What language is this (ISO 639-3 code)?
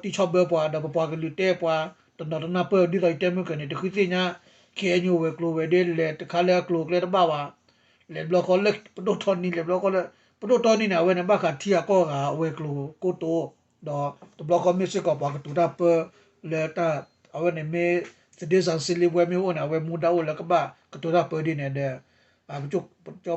ksw